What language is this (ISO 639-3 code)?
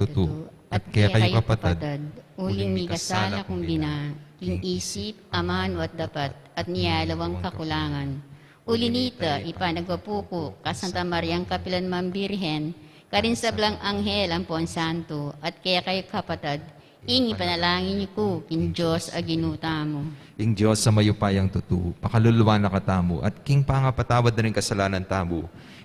pam